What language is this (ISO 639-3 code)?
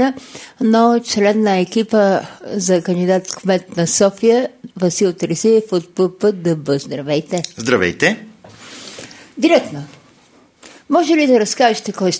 bul